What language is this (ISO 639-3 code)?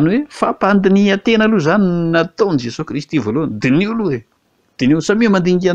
mlg